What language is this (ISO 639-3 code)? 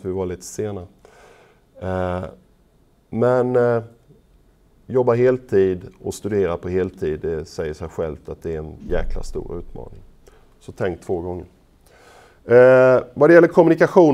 swe